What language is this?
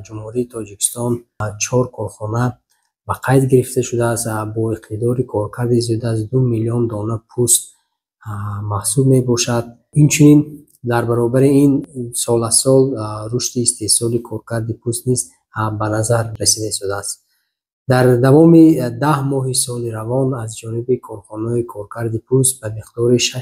Tajik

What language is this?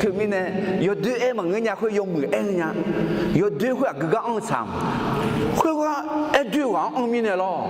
Akha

